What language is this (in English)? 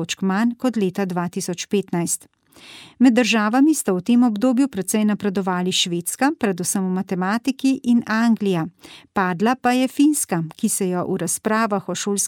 Slovenian